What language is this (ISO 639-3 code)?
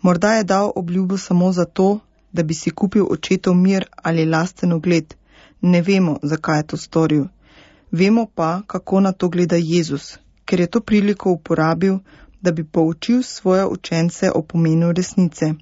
slv